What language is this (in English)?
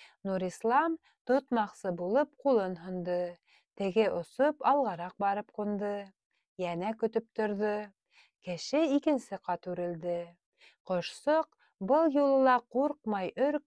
Bashkir